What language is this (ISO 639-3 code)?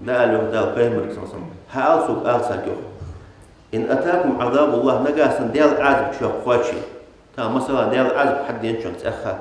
inh